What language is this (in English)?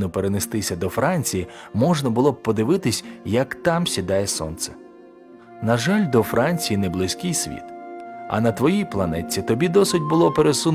Ukrainian